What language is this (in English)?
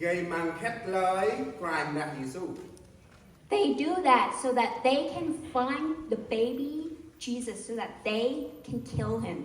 Central Mnong